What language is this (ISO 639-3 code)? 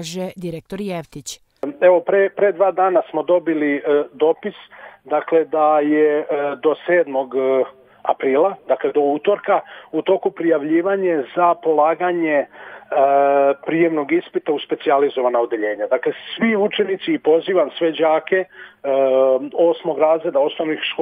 srp